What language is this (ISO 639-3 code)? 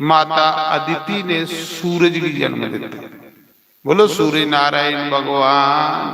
doi